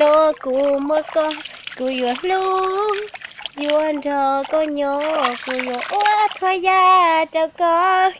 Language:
Hmong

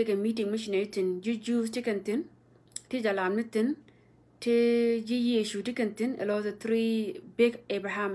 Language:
Nuer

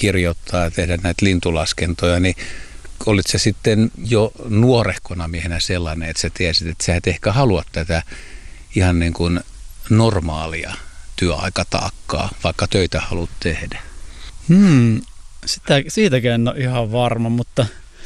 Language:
Finnish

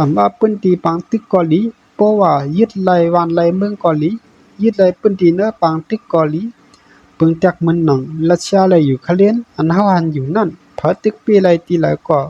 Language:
Shan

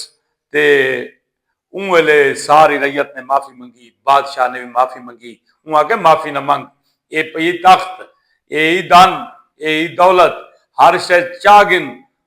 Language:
Saraiki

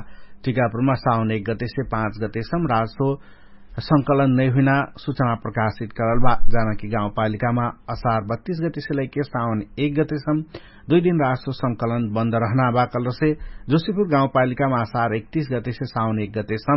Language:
Dangaura Tharu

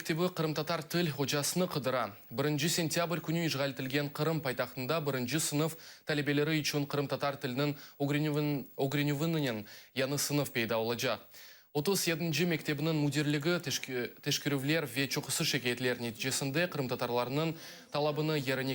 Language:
Crimean Tatar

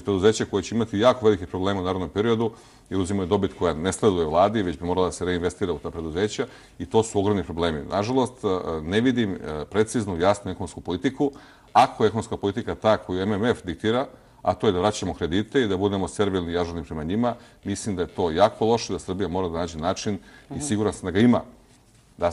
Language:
Serbian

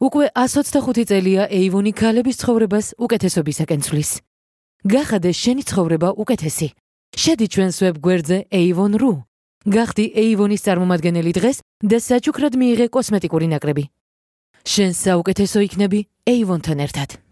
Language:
Georgian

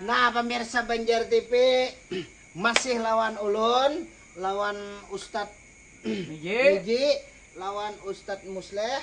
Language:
Banjar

